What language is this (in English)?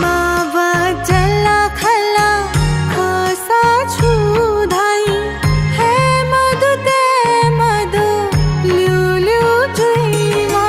Newari